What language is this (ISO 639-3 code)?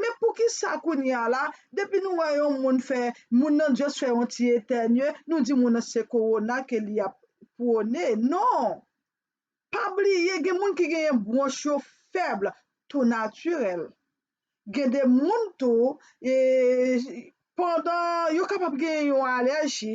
hat